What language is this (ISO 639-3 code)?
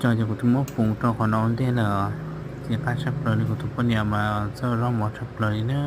hmn